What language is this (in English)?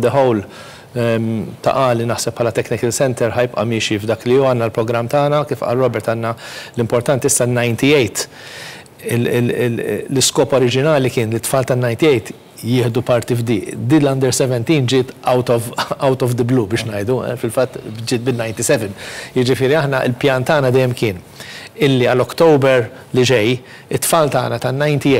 Maltese